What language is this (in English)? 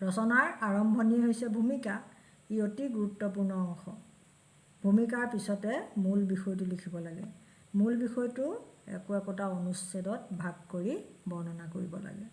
Assamese